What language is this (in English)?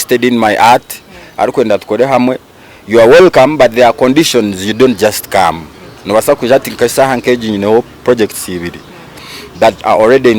Nyankole